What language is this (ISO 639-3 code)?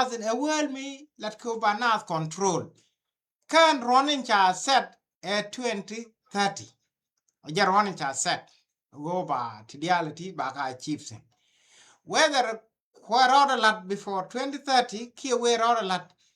nus